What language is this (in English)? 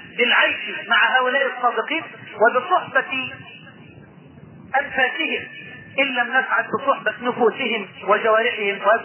Arabic